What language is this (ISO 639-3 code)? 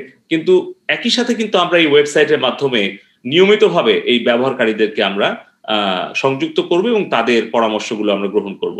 ben